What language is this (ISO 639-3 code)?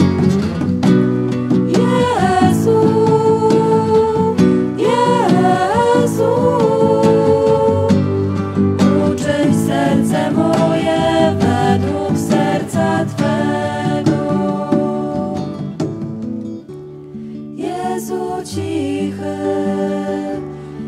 pol